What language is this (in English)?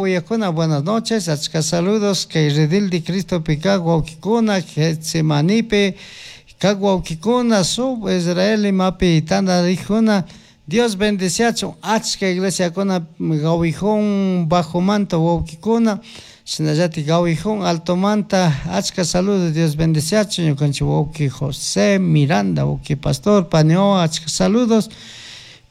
Chimborazo Highland Quichua